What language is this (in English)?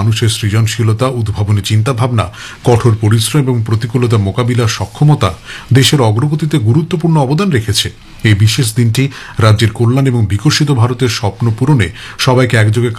Bangla